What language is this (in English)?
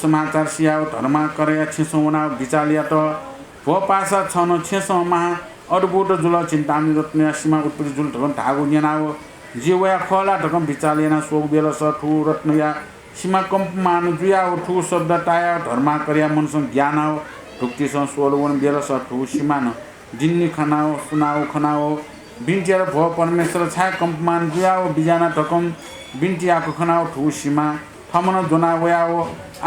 Newari